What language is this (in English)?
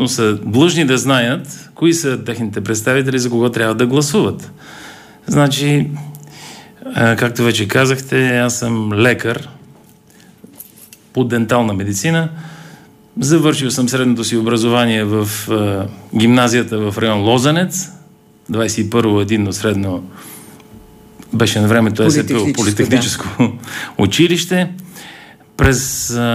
Bulgarian